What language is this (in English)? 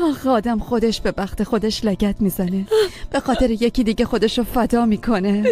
Persian